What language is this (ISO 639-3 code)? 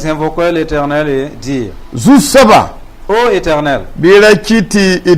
mos